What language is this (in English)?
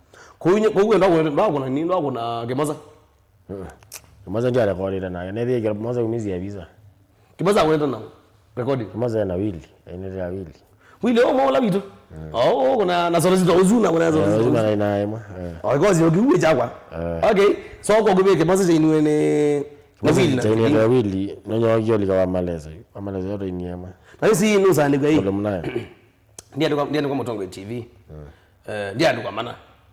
Kamba